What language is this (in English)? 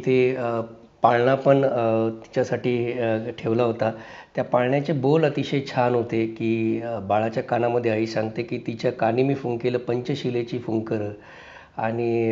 Marathi